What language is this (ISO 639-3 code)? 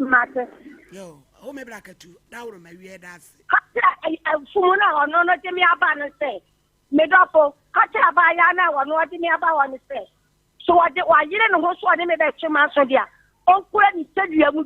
aka